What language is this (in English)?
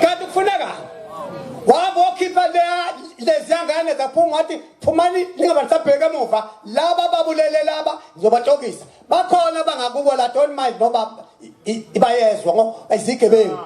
Zulu